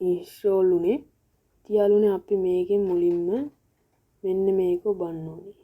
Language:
Sinhala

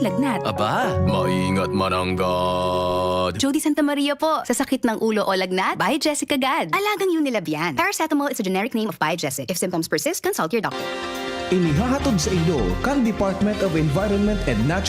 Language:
Bikol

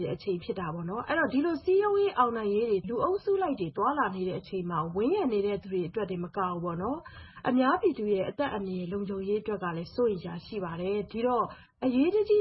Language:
Burmese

